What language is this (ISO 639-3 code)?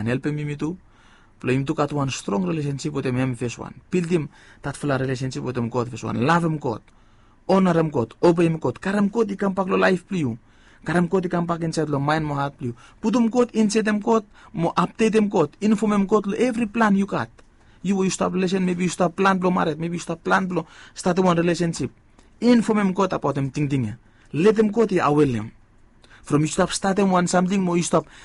bis